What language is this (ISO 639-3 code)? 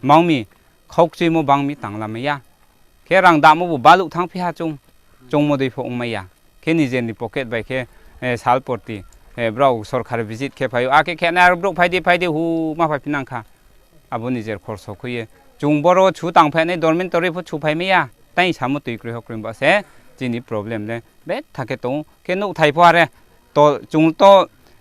ria